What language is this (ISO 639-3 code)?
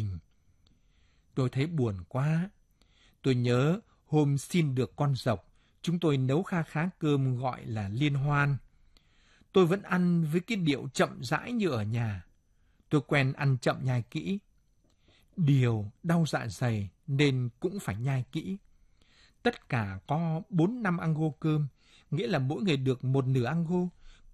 vie